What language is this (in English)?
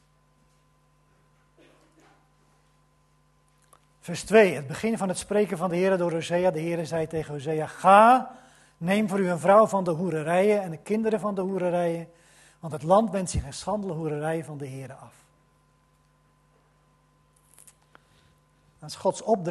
Dutch